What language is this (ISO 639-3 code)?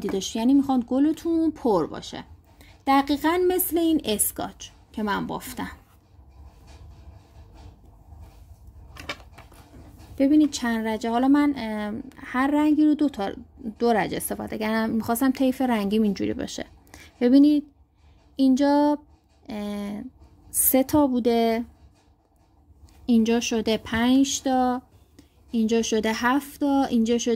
fas